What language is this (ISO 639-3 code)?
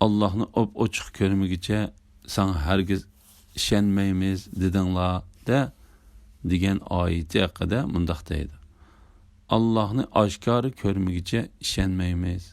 uig